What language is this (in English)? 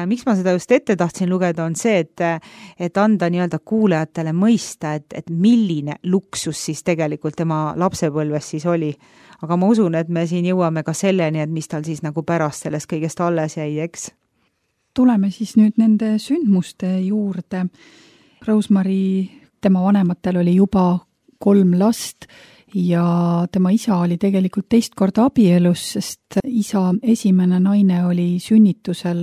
Estonian